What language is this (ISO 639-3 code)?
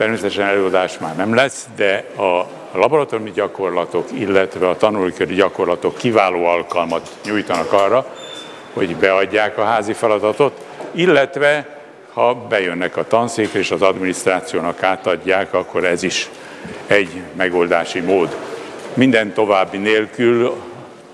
hun